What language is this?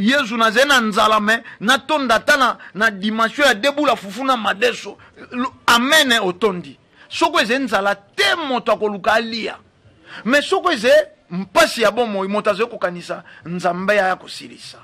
Lingala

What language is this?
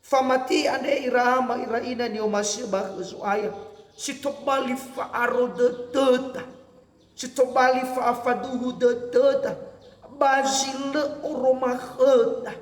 Nias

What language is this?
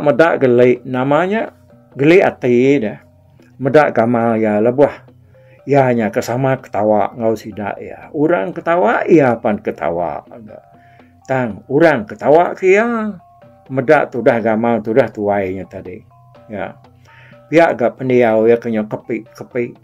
Iban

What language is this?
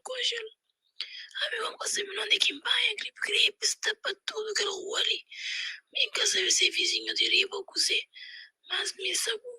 Kabuverdianu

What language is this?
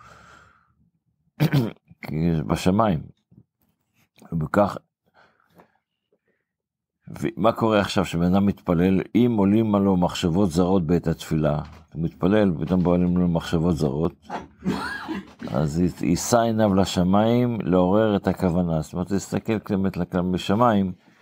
Hebrew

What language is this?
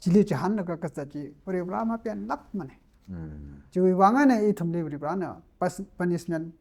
Tangkhul Naga (India)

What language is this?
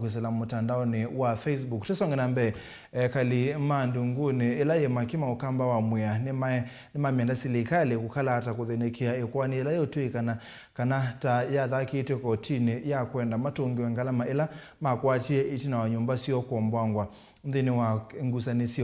Kamba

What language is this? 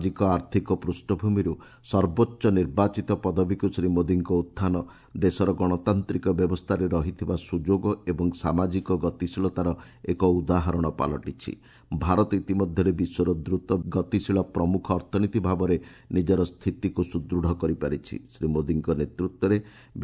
Odia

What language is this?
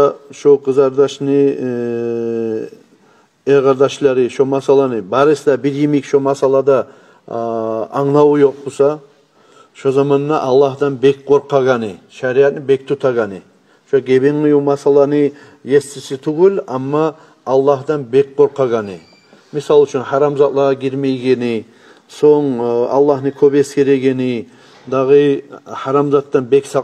Kumyk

